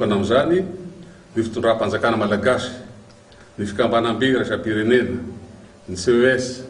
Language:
Malagasy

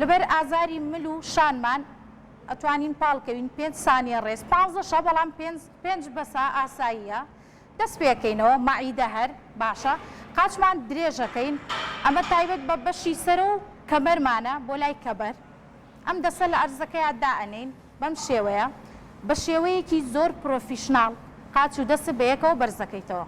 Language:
Central Kurdish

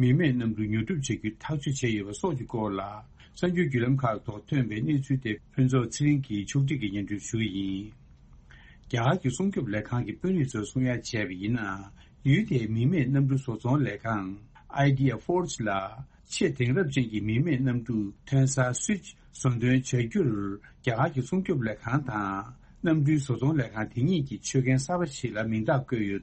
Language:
Tibetan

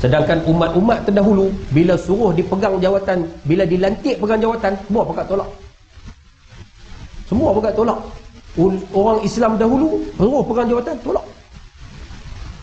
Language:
Malay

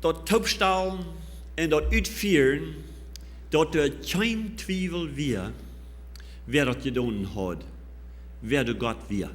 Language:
Plautdietsch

